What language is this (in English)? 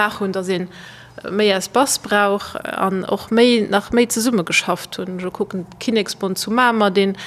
Luxembourgish